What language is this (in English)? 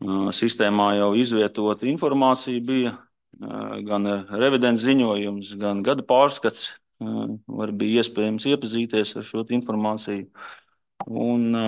Latvian